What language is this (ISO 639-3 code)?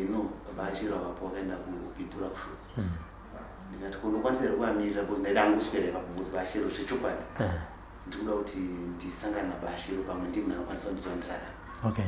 sna